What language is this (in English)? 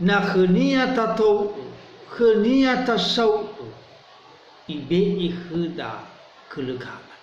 Nias